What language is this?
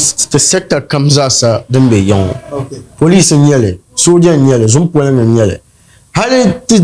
Dagbani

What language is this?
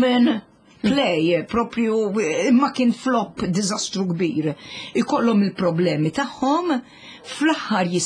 Maltese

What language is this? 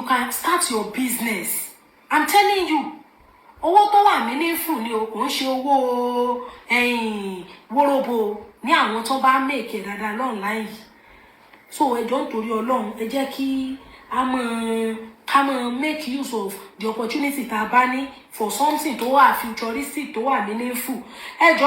Yoruba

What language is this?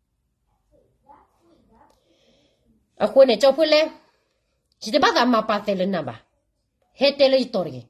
S'gaw Karen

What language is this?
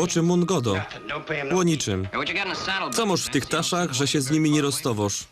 Silesian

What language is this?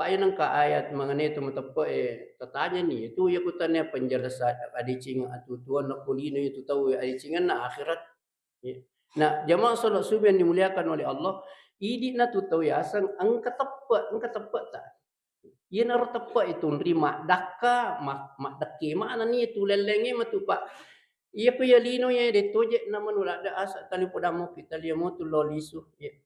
Buginese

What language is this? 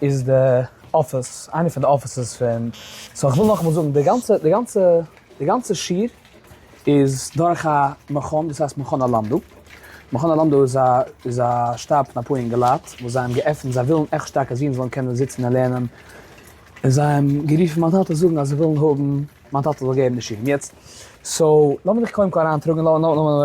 Yiddish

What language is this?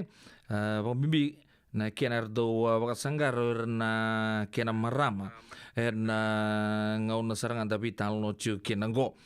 Fijian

